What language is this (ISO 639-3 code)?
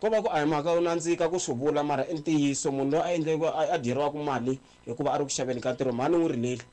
tso